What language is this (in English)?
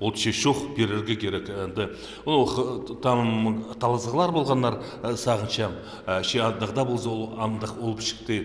Khakas